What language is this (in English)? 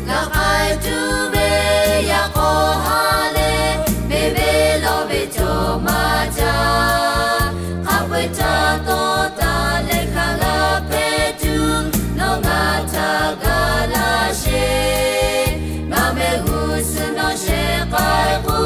Lahu